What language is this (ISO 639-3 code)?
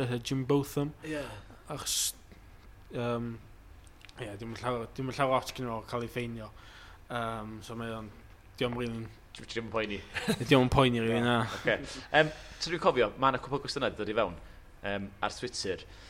cym